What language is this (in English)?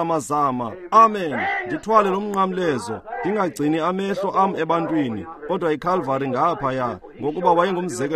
Xhosa